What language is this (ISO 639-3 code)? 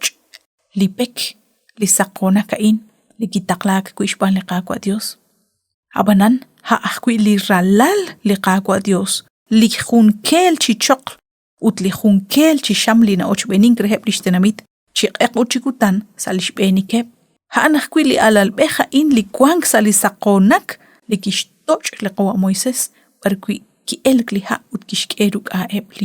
kek